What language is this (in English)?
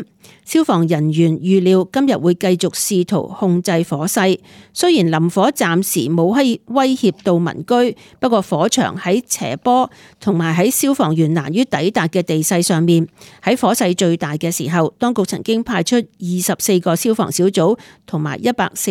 Cantonese